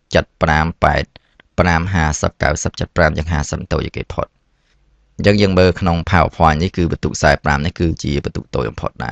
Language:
Khmer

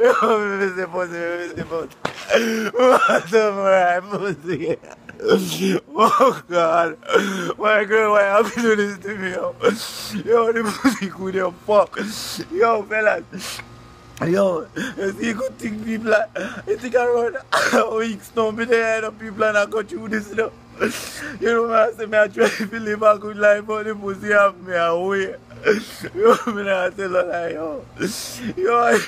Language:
Jamaican Creole English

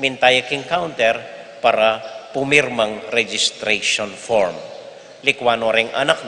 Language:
Pampanga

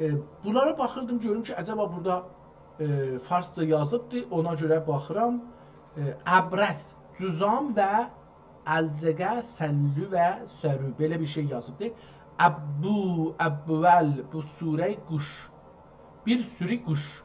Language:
South Azerbaijani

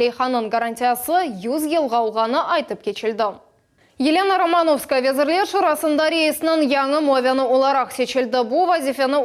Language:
Crimean Tatar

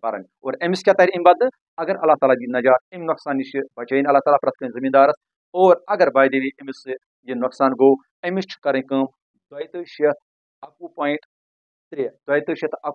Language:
Kashmiri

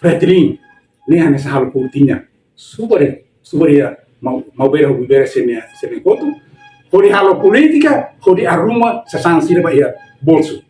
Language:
Tetum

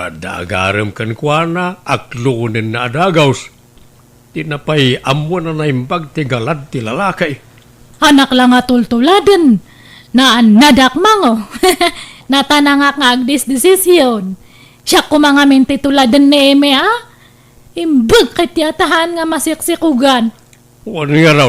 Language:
Iloko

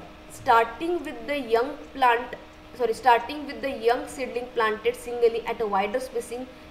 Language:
Marathi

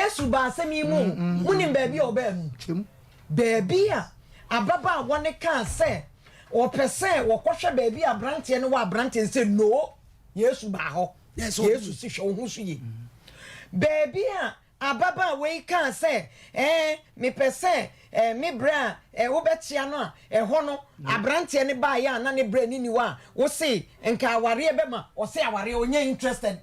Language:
Akan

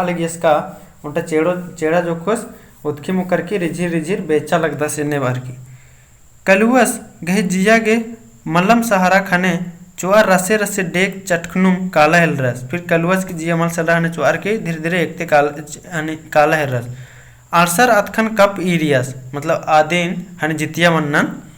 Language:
Kurukh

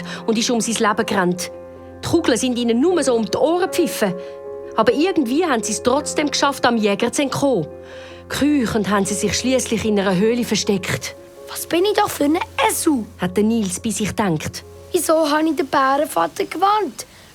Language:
Swiss German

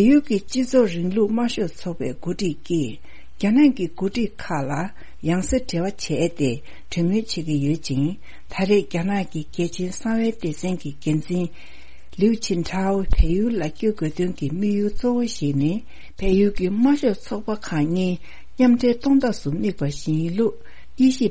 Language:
Tibetan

